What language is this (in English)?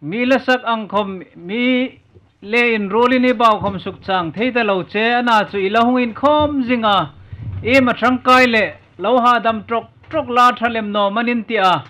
Hmar